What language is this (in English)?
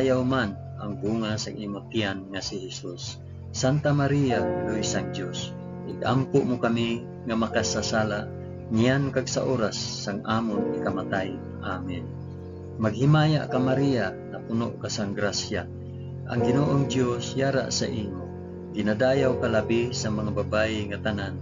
Hiligaynon